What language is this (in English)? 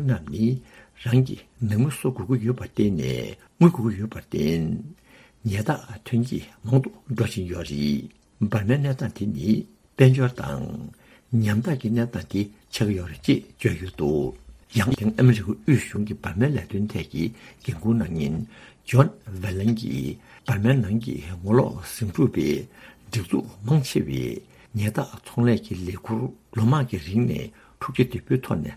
Tibetan